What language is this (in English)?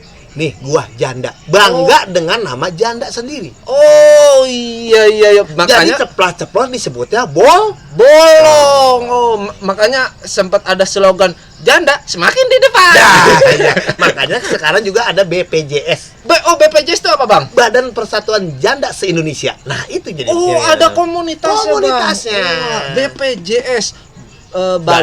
Betawi